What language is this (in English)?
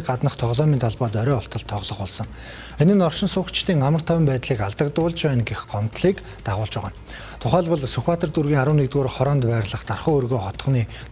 Mongolian